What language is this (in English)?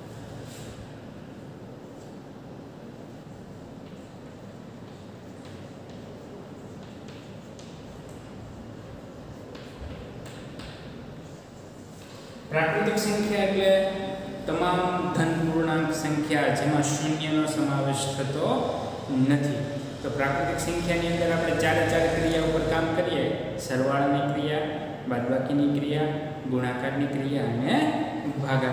Gujarati